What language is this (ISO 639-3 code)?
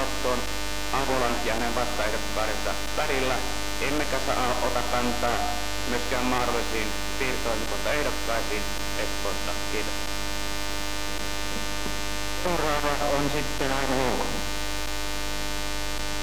fin